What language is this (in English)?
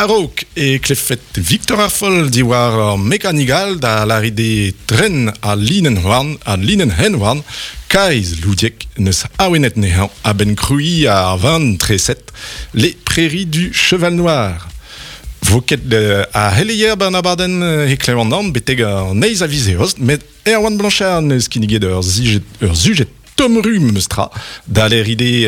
Breton